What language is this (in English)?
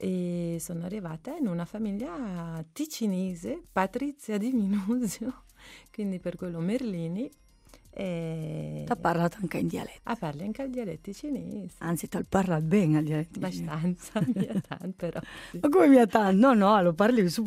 Italian